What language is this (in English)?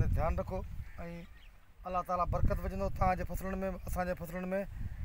Sindhi